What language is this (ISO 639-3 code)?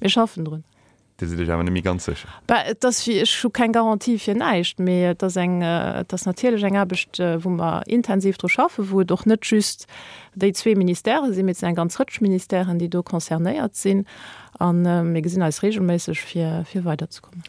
ltz